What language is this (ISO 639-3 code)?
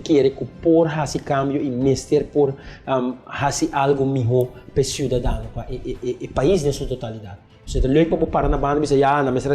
pap